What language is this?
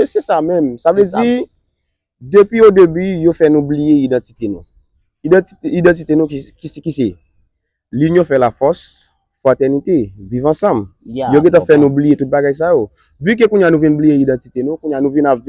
Haitian Creole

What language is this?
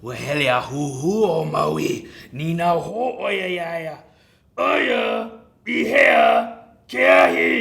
Hawaiian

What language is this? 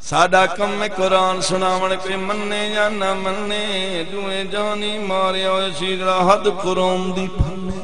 Saraiki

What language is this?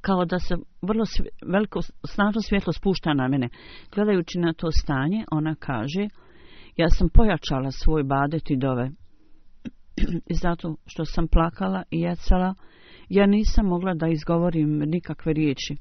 Bosnian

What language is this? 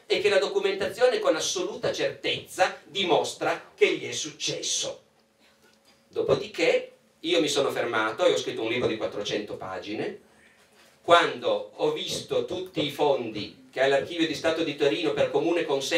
Italian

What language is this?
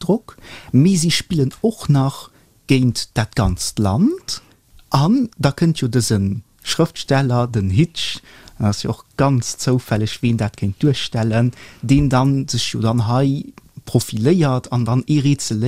Luxembourgish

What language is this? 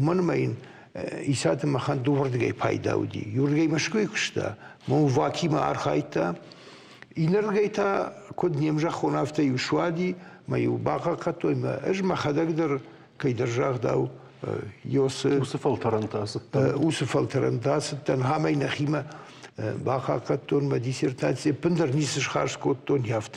Ossetic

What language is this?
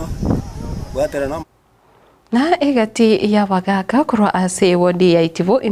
Gusii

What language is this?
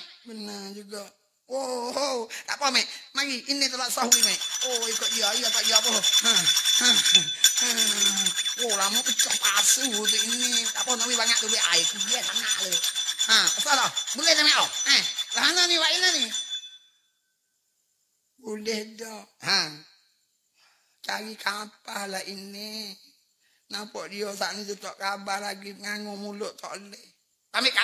Pattani Malay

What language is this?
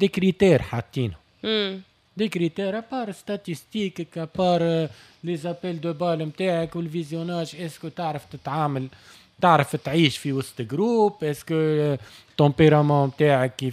Tunisian Arabic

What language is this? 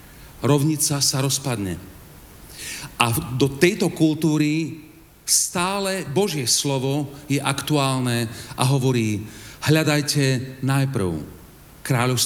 Slovak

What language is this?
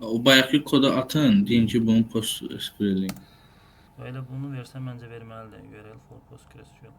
Azerbaijani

